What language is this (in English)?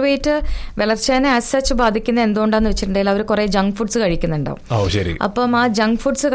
Malayalam